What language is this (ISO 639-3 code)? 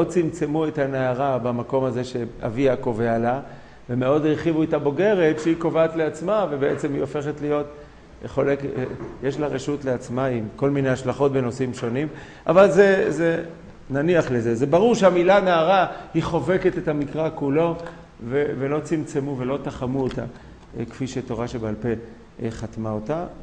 heb